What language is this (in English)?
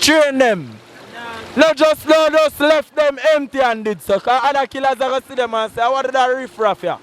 Jamaican Creole English